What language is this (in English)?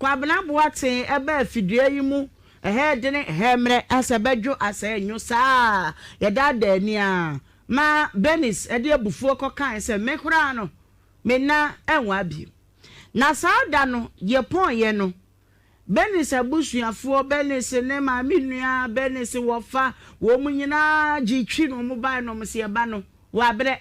Akan